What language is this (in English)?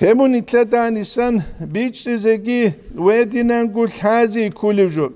Avaric